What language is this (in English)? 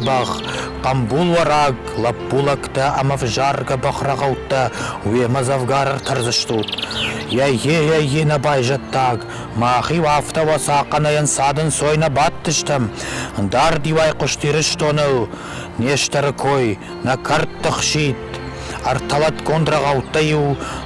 Ossetic